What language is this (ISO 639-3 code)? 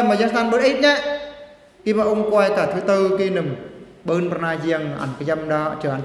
bru